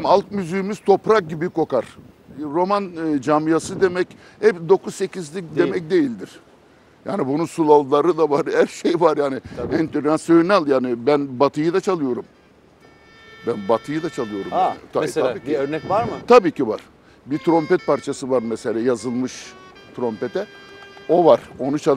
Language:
Turkish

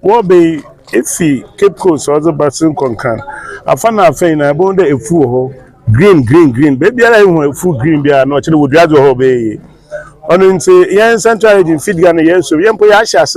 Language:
Akan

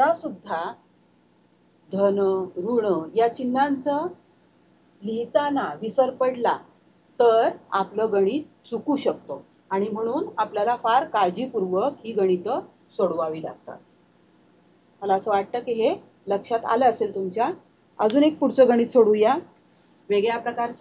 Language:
Marathi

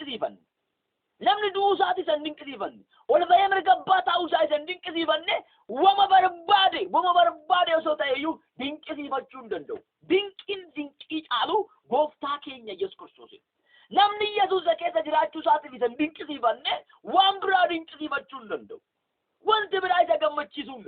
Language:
Oromo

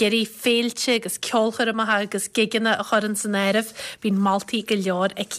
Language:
Irish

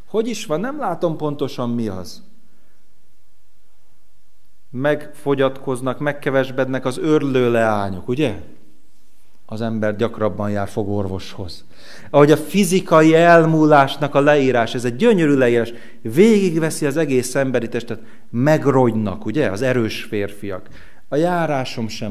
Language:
Hungarian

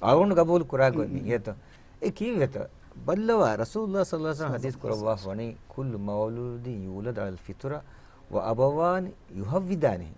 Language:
Divehi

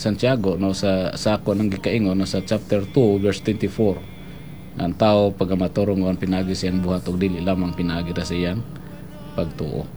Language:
Cebuano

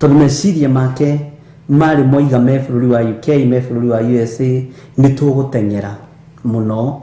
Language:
Kikuyu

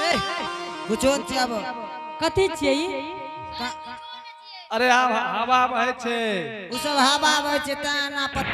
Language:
Angika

